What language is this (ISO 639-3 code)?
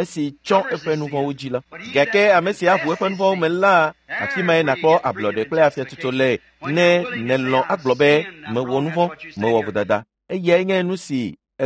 ewe